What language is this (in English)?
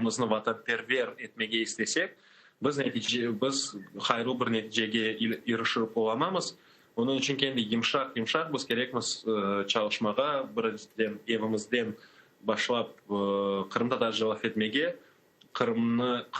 Crimean Tatar